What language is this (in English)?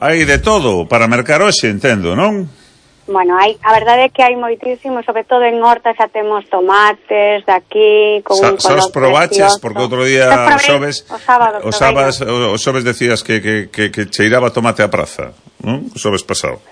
Galician